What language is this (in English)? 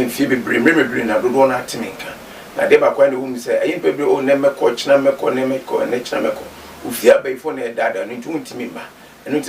Akan